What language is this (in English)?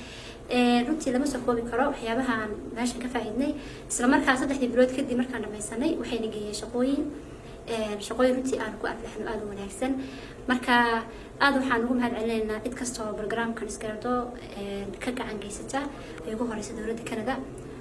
Somali